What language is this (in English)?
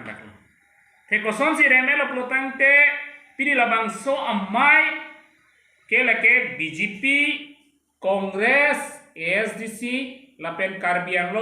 Karbi